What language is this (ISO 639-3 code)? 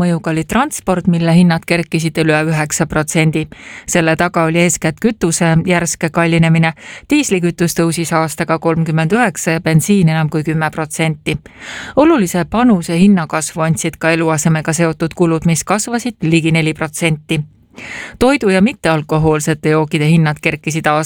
est